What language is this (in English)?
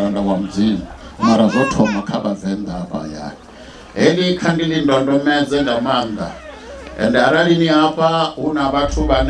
Venda